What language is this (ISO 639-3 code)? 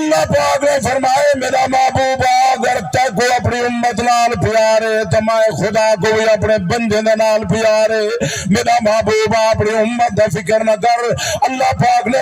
skr